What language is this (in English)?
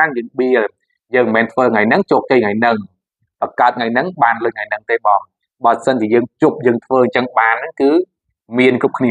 Khmer